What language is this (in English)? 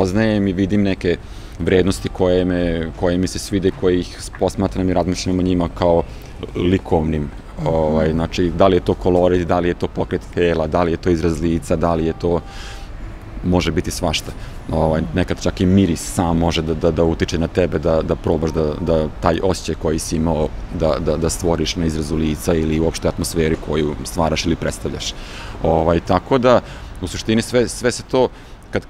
Serbian